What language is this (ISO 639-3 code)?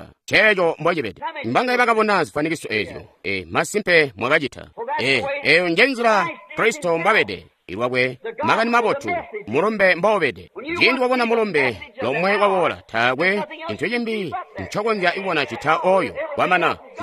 toi